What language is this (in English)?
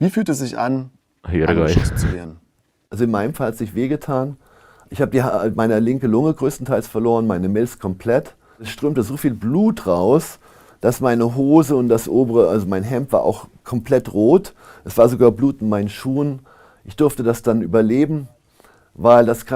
Swiss German